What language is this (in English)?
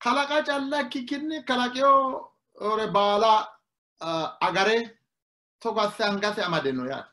Sidamo